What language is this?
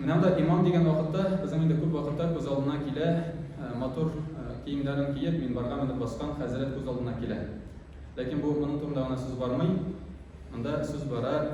Tatar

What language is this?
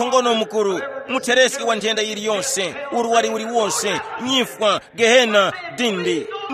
Tumbuka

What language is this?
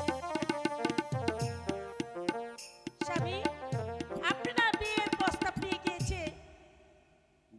Bangla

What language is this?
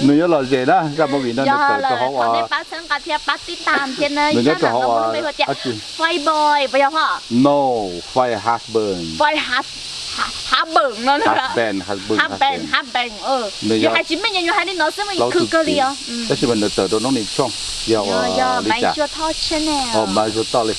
Hmong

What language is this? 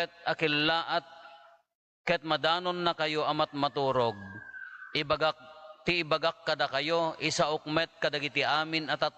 Iloko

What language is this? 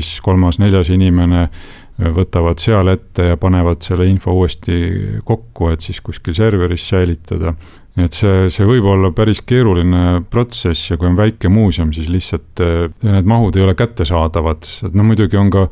Estonian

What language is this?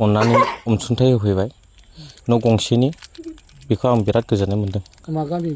Bodo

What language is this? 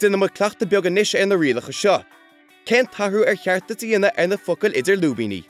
Irish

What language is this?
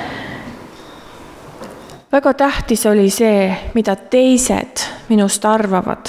Estonian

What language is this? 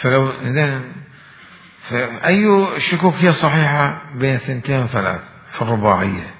Mesopotamian Arabic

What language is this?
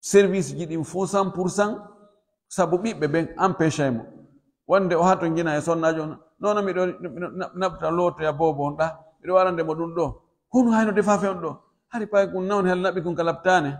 Pular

